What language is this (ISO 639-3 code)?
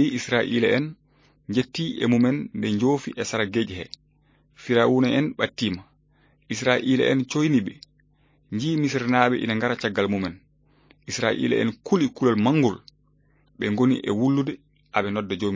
ful